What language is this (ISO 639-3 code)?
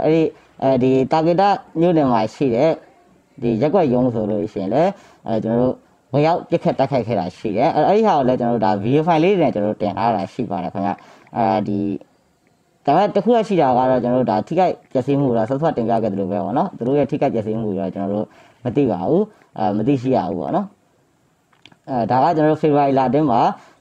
mya